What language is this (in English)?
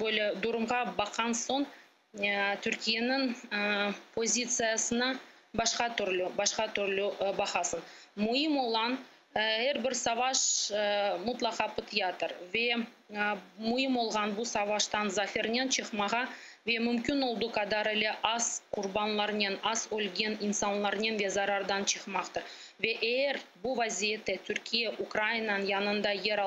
Crimean Tatar